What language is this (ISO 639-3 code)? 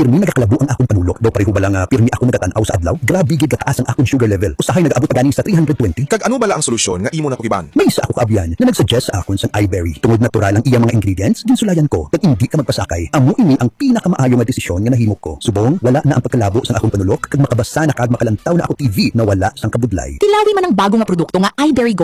hil